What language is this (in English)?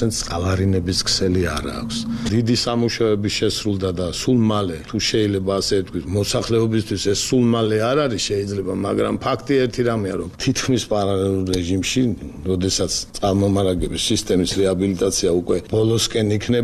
Georgian